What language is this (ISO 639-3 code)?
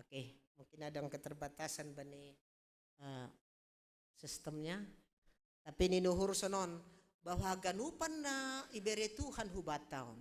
bts